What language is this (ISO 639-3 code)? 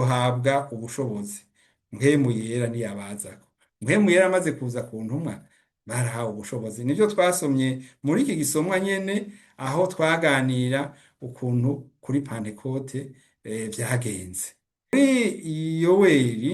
run